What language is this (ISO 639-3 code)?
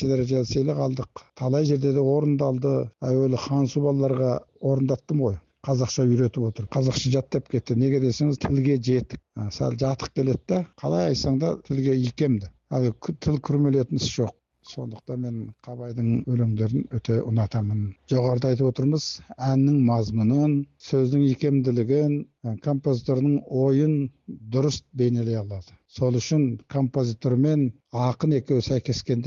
kaz